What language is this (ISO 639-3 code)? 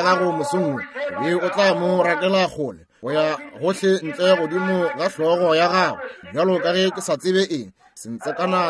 nso